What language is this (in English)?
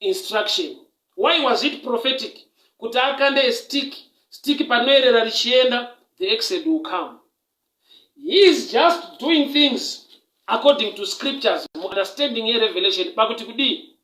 Shona